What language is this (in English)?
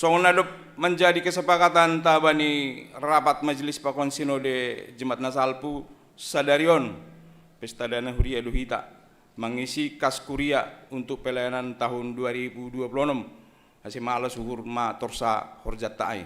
Batak Simalungun